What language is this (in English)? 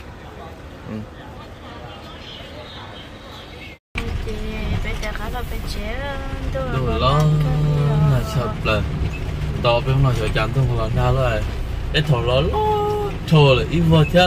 Vietnamese